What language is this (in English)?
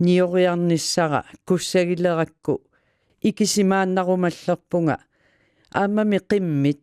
Kalaallisut